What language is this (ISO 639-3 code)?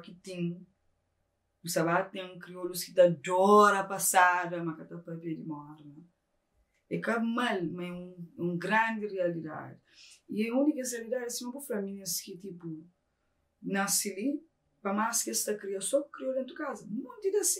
kea